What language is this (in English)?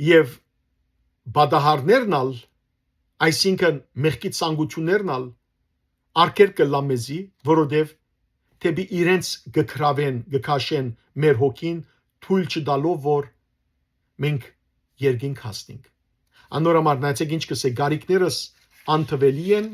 Western Armenian